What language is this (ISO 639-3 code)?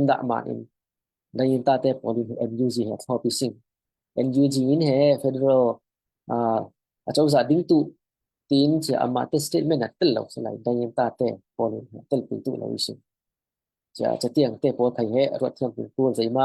cfm